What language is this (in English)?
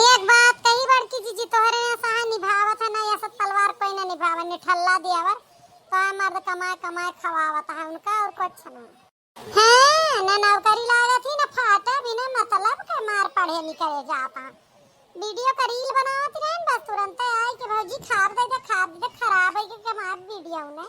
Awadhi